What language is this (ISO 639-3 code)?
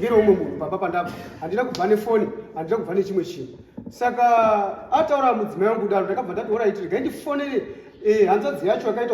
sna